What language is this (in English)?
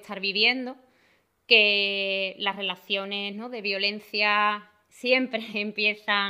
Spanish